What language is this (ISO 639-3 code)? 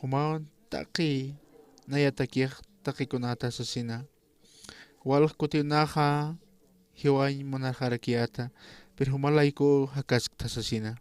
aym